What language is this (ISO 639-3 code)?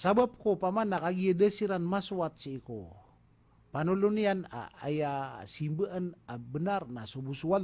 mrw